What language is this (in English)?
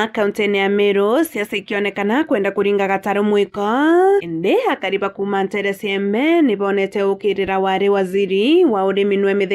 Meru